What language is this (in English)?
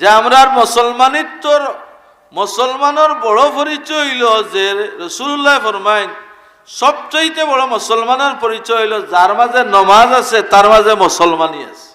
Sylheti